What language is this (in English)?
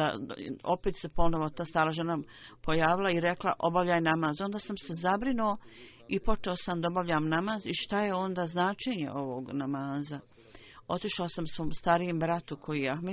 Bosnian